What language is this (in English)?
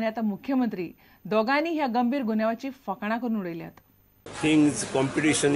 Konkani